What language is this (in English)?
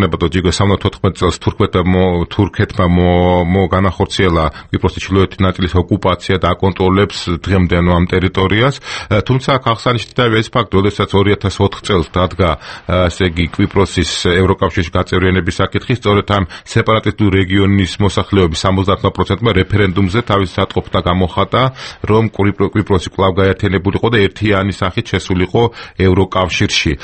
Georgian